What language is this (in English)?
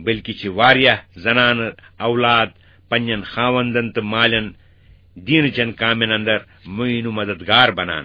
Kashmiri